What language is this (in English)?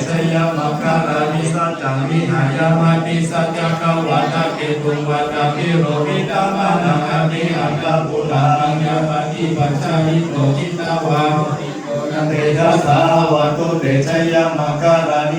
Pali